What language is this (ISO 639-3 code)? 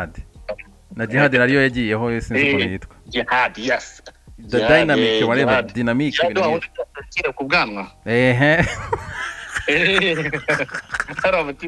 kin